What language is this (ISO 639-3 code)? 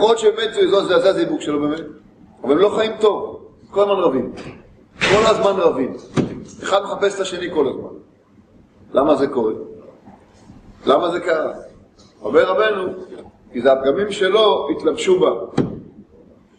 heb